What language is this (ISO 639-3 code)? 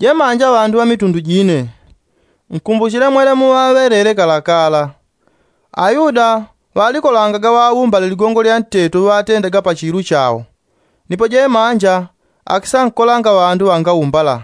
yao